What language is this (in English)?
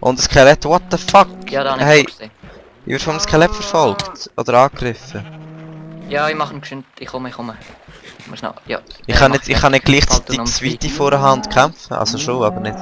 Swiss German